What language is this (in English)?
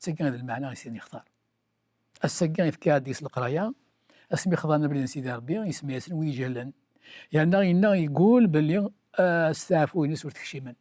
Kabyle